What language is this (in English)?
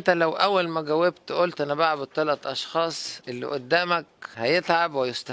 Egyptian Arabic